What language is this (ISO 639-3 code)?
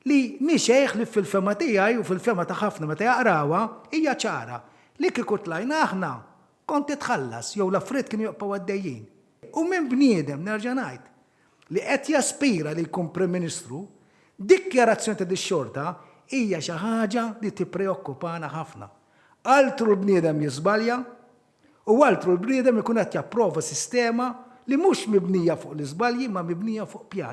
mlt